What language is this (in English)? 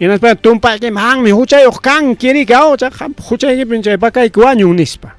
Ayacucho Quechua